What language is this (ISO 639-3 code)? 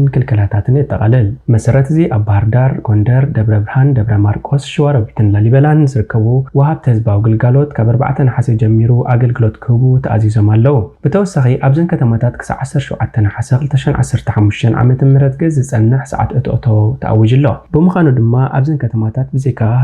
tir